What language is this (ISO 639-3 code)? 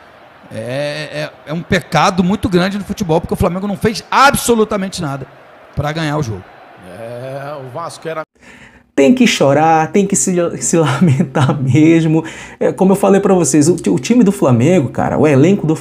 por